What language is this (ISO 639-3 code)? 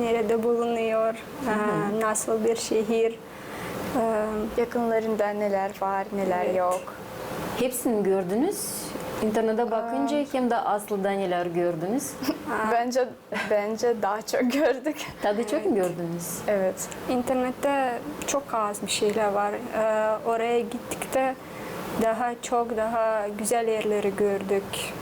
gag